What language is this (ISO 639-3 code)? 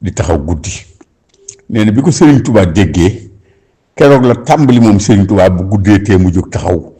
wol